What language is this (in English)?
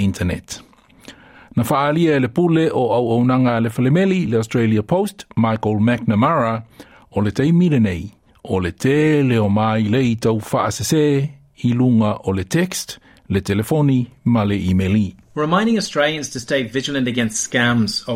Samoan